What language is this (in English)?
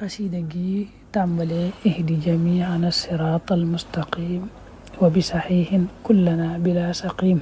Wolof